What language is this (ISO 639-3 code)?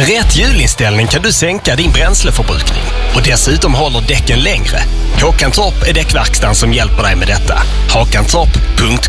swe